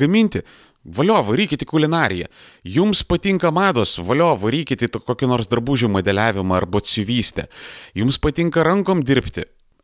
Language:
Lithuanian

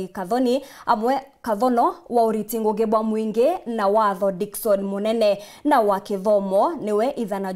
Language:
Meru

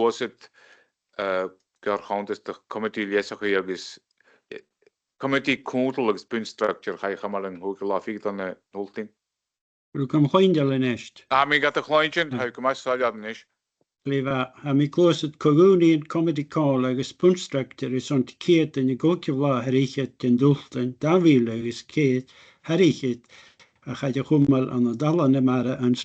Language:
Scottish Gaelic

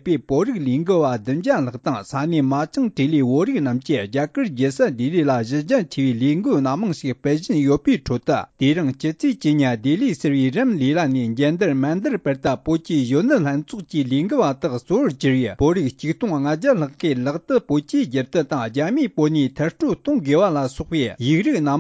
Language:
Tibetan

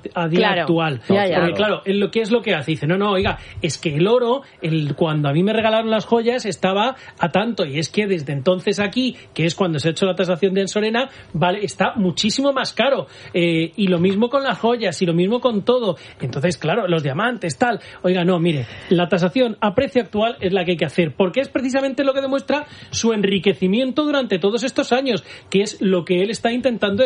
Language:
Spanish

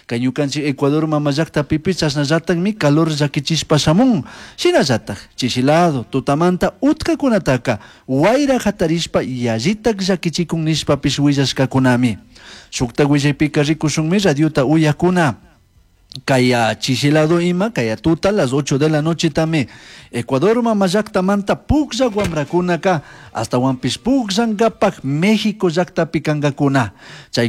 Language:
Chimborazo Highland Quichua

